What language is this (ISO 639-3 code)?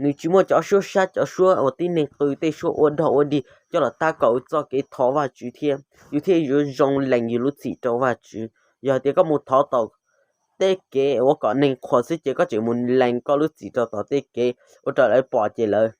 hmn